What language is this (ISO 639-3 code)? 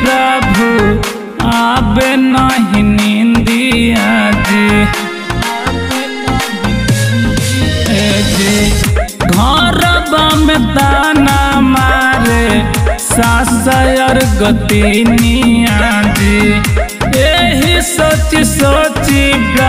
bho